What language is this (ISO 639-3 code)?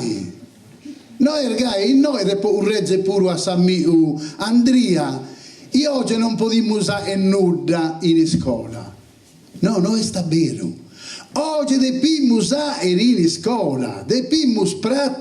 srd